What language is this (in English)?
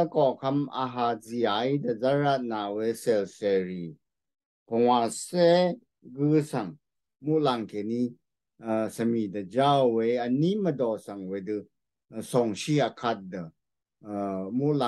Rawang